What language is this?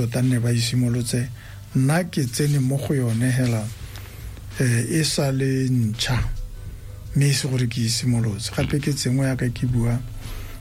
Tswana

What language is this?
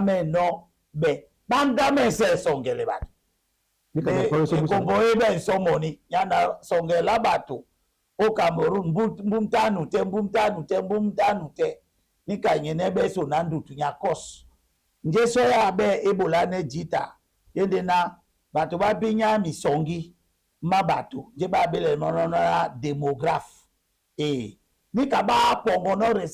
Duala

